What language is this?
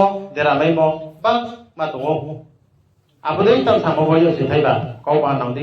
Riang (India)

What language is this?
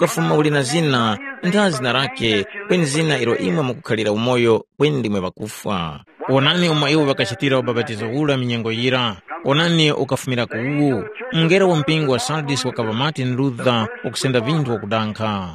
Tumbuka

